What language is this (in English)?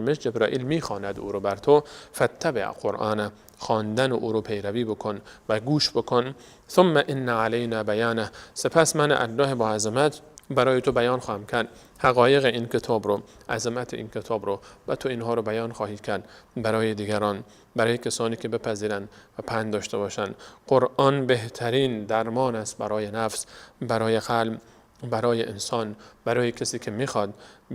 Persian